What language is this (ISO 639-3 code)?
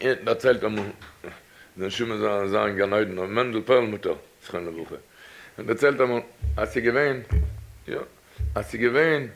yid